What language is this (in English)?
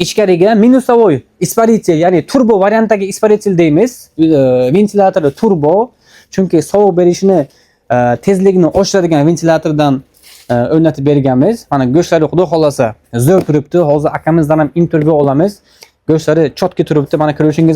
Uzbek